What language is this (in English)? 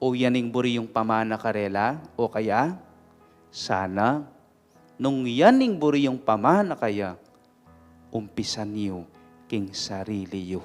Pampanga